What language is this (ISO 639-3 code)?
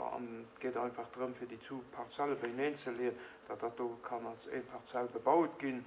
ltz